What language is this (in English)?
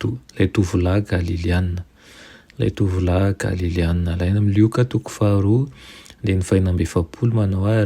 Malagasy